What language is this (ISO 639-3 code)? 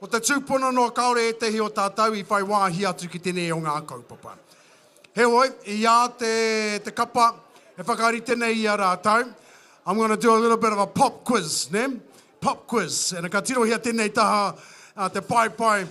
mri